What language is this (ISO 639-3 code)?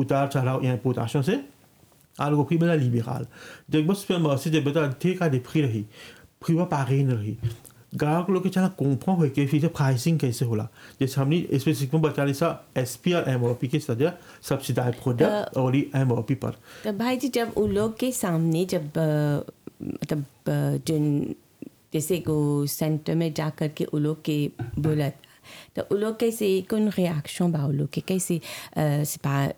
bho